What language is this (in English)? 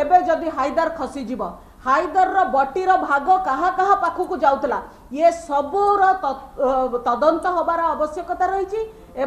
Odia